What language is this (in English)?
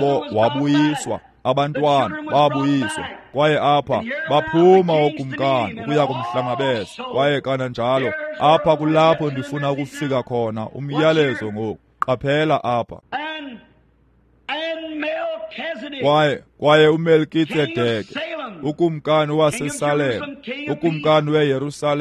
Xhosa